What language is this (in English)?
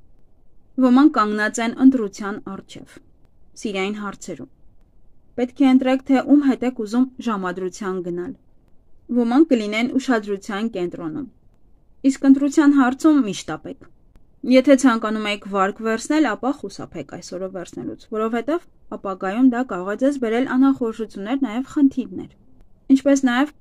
Armenian